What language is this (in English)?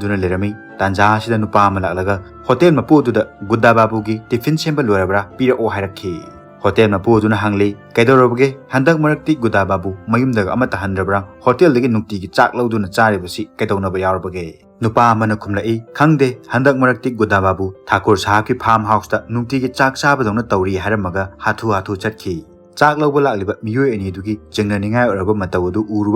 Manipuri